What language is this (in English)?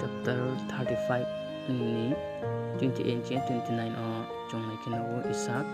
Riang (India)